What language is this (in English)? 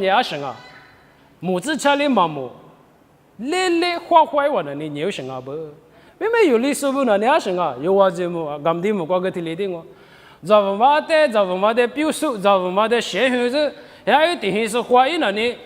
Lisu